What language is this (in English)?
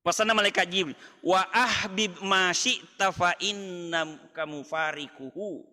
Buginese